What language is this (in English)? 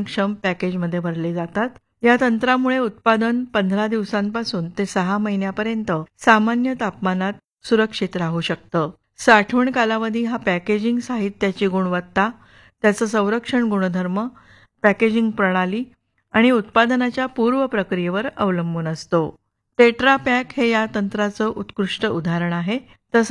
Marathi